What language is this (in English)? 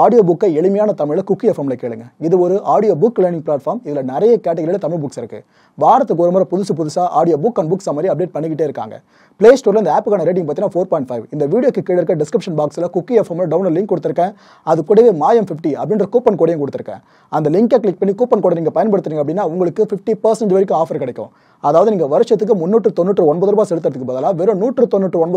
Tamil